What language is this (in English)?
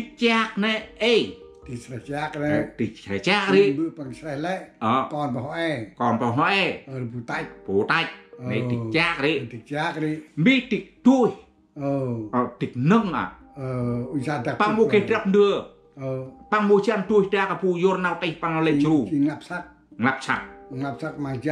Central Mnong